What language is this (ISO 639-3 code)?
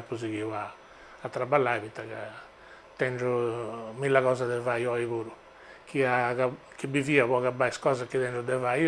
srd